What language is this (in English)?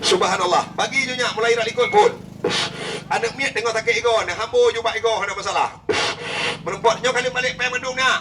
Achinese